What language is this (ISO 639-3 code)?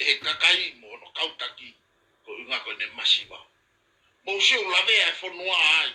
ton